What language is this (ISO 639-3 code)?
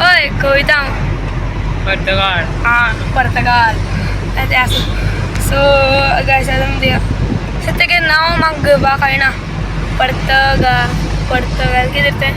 kok